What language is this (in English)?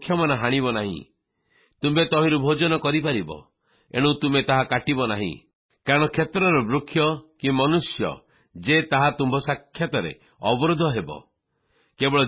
Odia